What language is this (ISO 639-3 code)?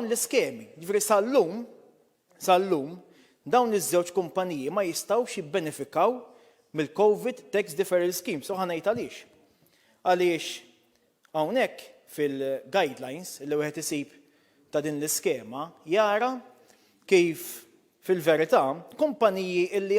mlt